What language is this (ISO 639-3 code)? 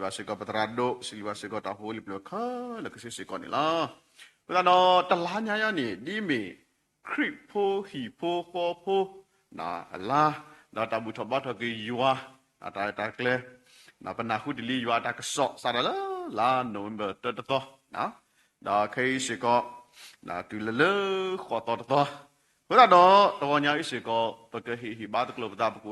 ksw